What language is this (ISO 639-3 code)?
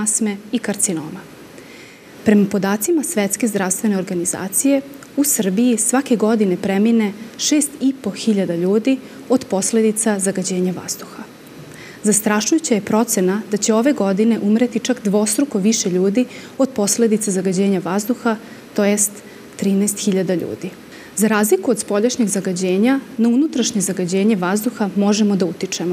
srp